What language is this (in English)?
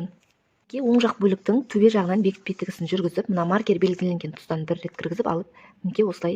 Kazakh